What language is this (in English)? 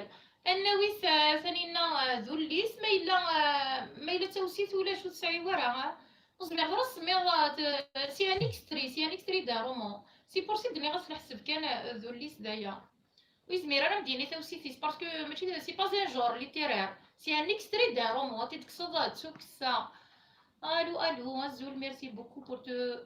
Kabyle